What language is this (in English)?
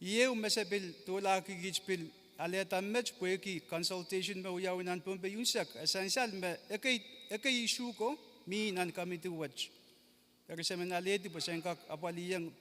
Pohnpeian